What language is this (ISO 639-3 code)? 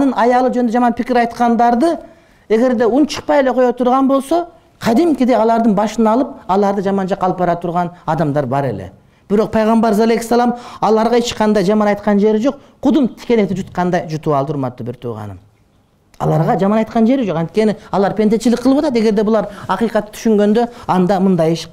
kir